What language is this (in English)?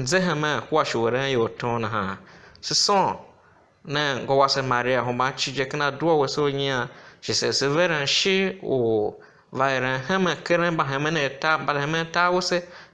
Tiv